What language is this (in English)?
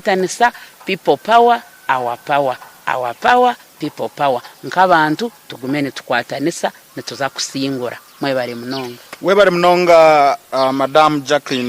Nyankole